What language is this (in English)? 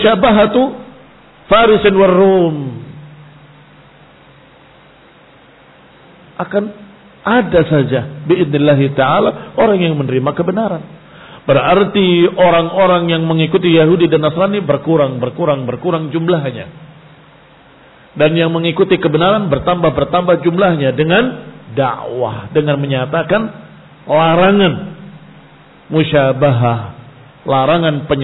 Indonesian